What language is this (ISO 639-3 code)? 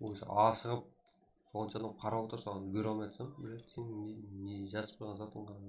kaa